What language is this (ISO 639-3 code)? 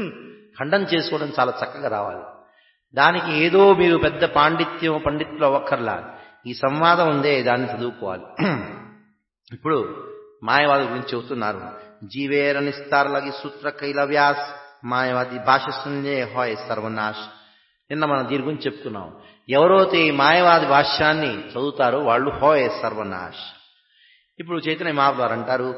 tel